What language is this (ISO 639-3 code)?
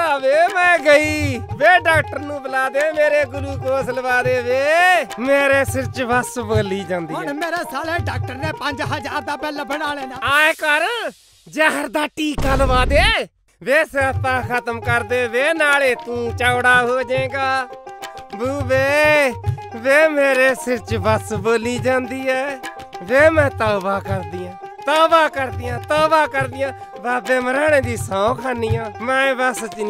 pan